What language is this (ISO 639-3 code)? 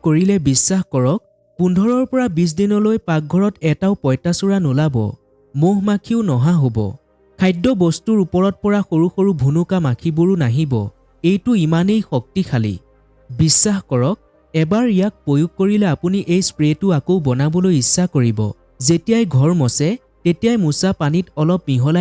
asm